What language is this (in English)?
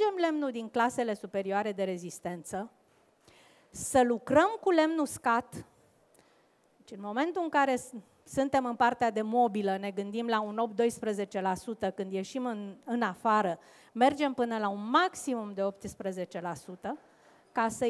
Romanian